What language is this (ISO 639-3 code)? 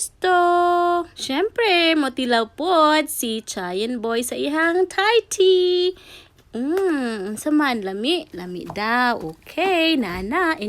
ceb